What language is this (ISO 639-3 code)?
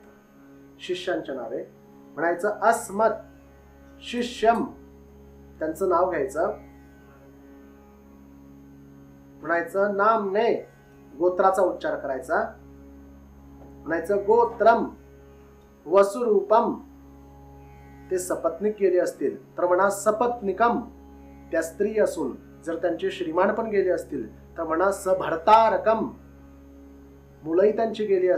mar